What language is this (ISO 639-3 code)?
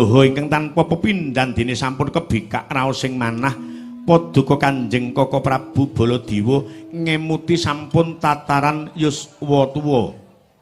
jav